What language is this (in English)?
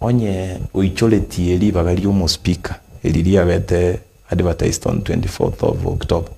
Gusii